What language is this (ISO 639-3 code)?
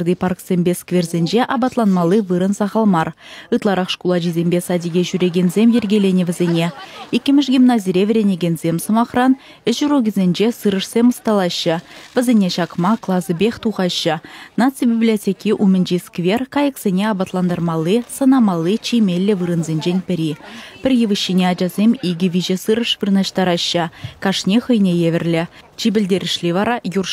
chv